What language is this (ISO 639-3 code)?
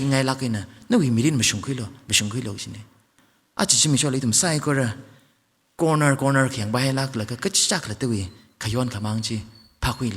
nmf